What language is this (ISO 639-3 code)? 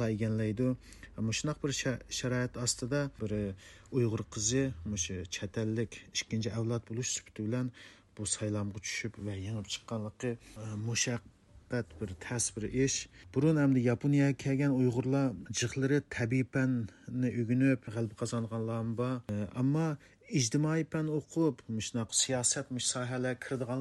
uig